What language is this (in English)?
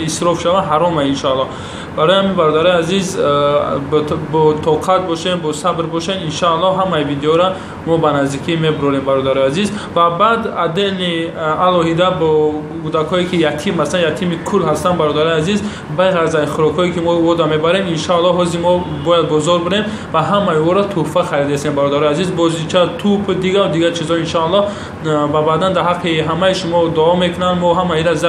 Tajik